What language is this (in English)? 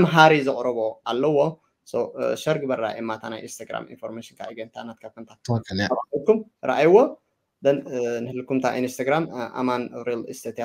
Tigrinya